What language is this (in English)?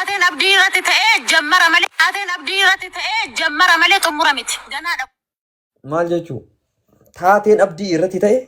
Oromo